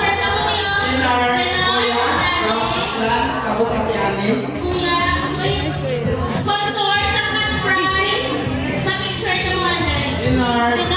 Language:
Hiligaynon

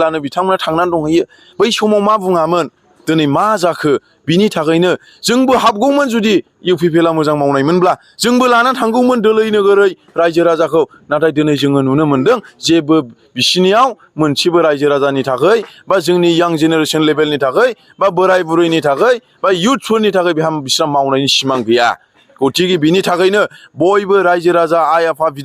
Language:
Bodo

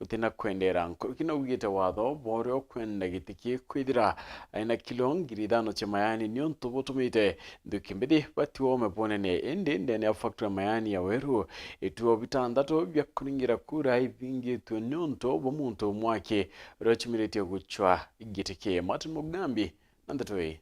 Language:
Meru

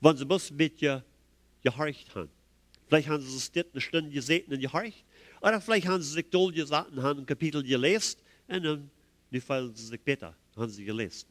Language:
Plautdietsch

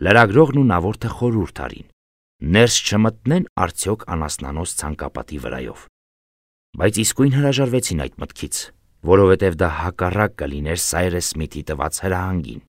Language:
Armenian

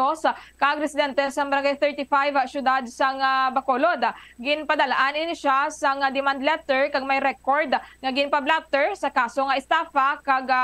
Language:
Hiligaynon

